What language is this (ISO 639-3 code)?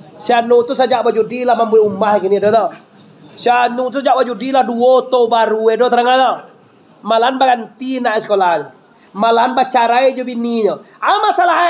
min